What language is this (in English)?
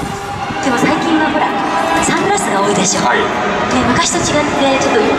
Japanese